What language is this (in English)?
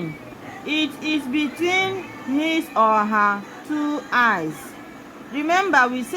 Igbo